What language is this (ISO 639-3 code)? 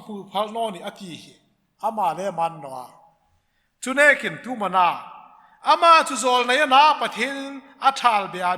hmr